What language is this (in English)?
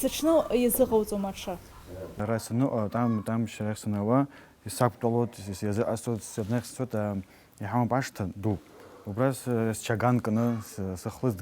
Abkhazian